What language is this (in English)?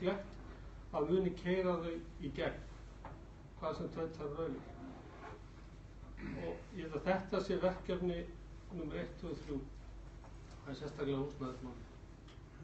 Icelandic